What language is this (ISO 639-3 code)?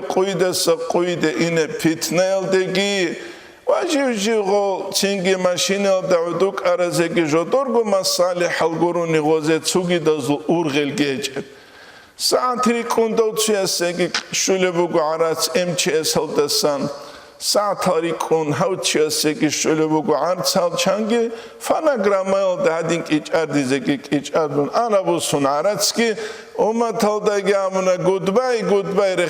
ava